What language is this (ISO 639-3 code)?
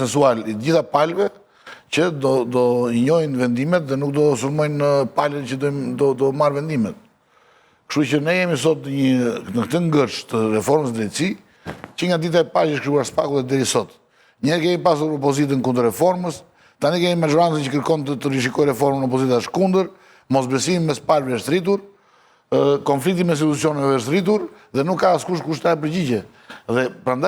sqi